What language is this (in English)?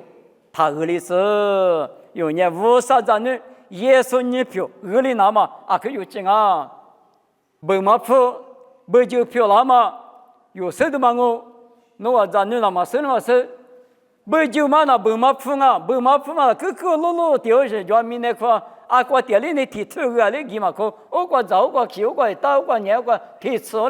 Lisu